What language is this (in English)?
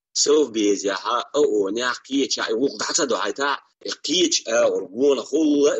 Chechen